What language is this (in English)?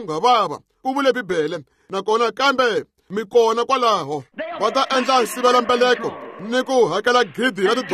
Tsonga